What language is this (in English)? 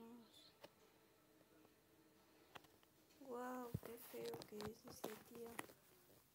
Spanish